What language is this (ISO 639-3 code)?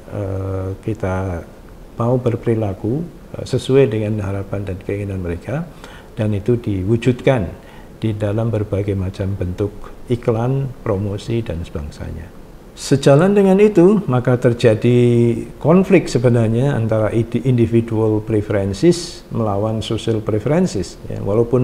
ind